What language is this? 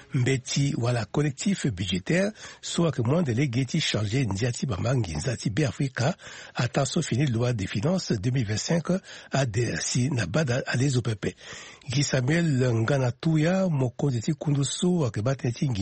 Sango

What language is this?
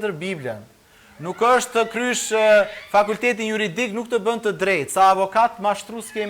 Albanian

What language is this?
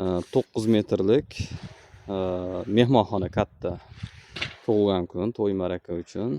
Uzbek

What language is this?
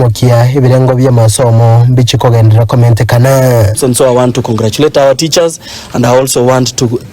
Gusii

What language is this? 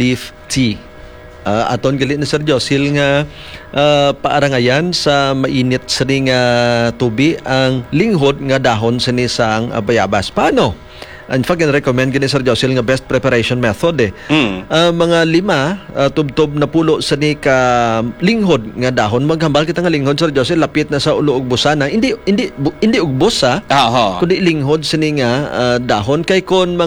Hiligaynon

